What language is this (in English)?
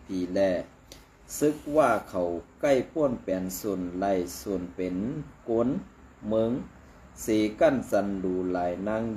Shan